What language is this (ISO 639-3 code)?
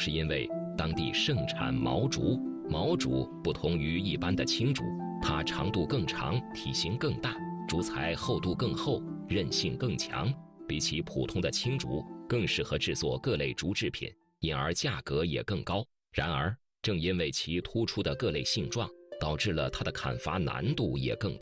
zho